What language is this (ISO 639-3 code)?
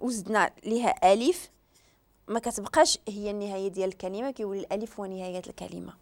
ary